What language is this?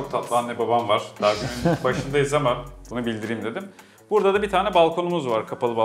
Turkish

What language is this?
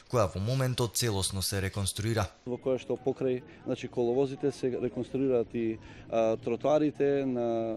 Macedonian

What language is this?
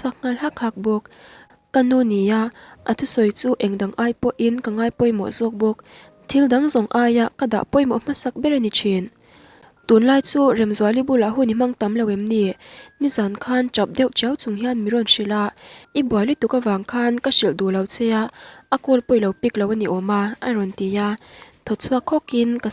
Mizo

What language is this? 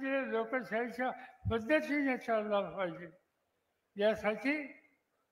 Marathi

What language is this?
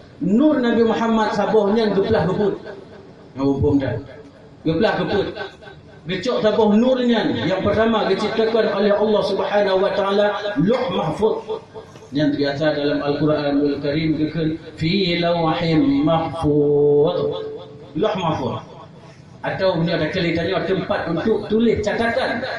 Achinese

